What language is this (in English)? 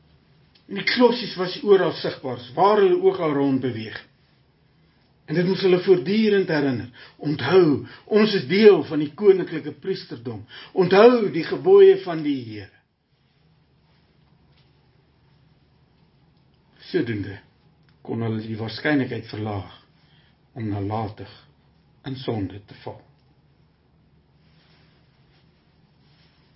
Afrikaans